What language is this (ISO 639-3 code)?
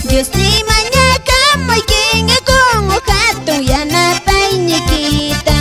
que